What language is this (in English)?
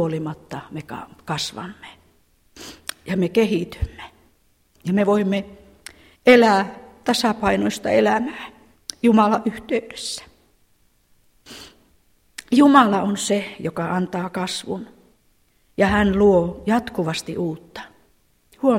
Finnish